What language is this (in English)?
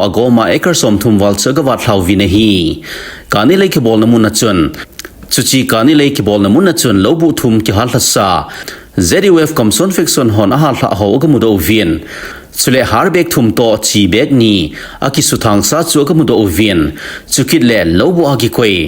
Thado Chin